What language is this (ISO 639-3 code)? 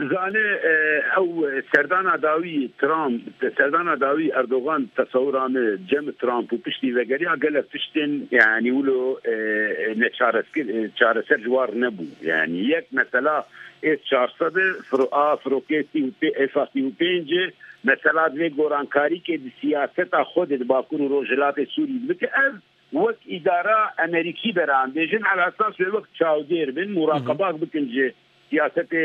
kur